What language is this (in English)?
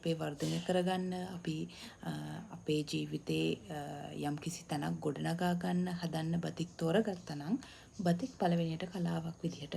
Sinhala